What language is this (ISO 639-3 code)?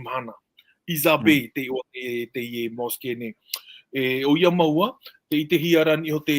tah